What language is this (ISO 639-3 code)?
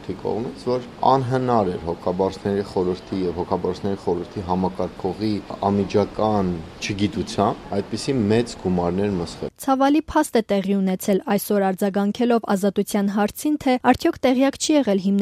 hye